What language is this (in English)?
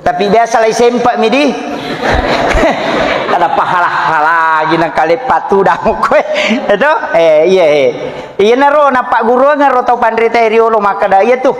Buginese